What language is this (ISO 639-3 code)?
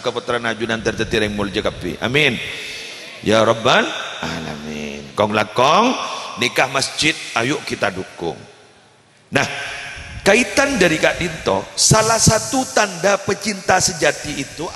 mad